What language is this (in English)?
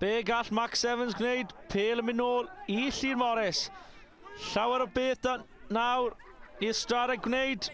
Welsh